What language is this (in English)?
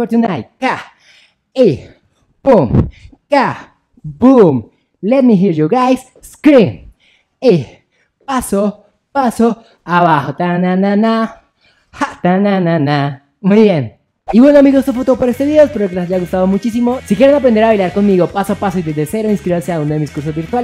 Spanish